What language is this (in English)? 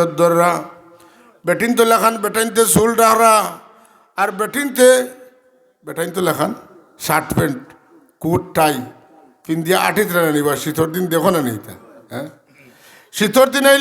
Sylheti